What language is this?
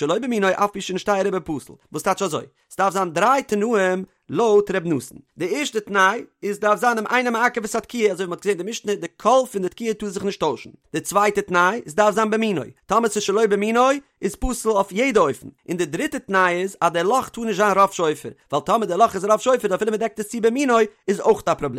Yiddish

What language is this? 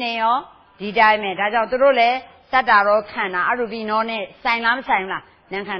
Burmese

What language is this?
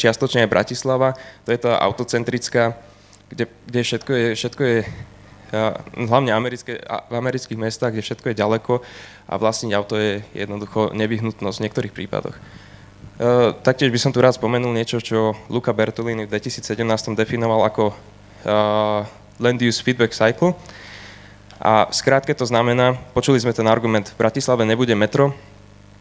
Slovak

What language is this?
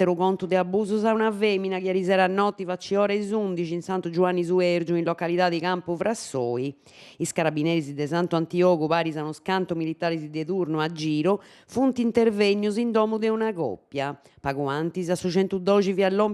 Sardinian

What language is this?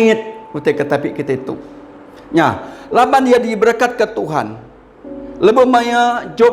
Iban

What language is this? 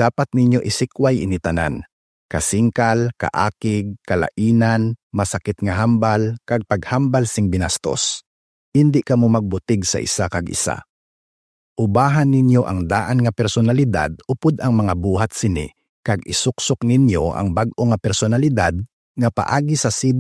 Hiligaynon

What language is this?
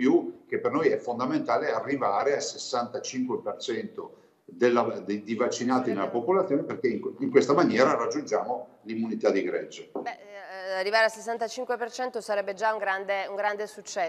Italian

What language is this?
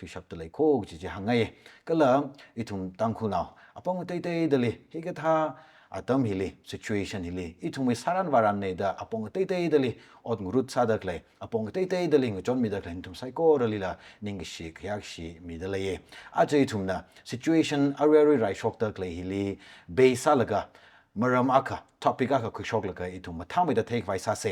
Tangkhul Naga (India)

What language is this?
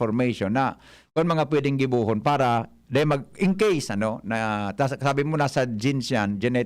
Bikol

